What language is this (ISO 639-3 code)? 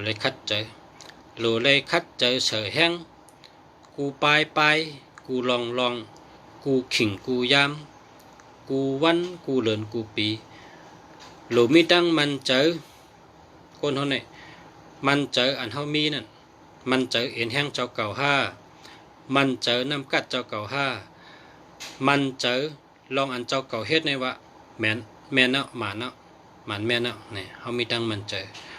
shn